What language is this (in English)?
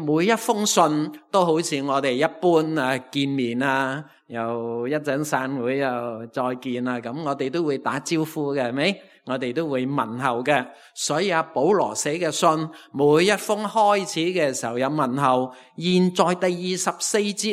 Cantonese